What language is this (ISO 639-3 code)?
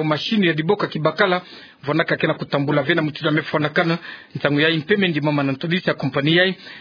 ktu